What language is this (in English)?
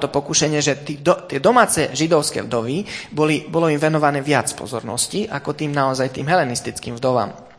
Slovak